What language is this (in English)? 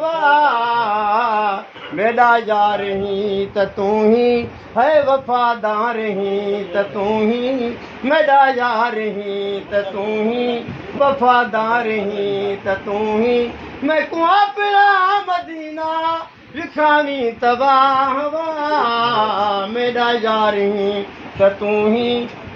Saraiki